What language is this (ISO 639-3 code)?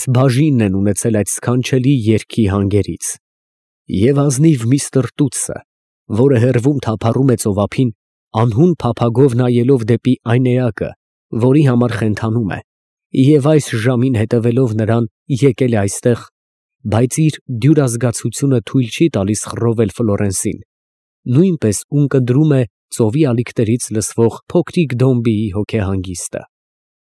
hye